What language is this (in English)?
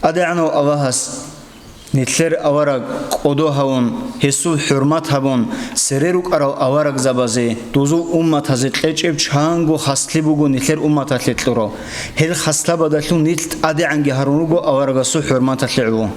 Avaric